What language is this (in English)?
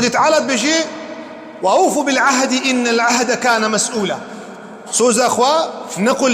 Kurdish